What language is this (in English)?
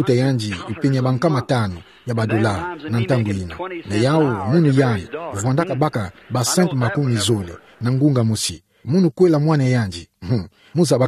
Kituba (Democratic Republic of Congo)